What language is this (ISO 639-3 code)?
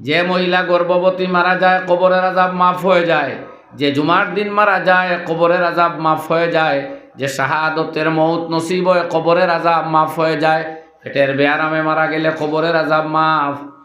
syl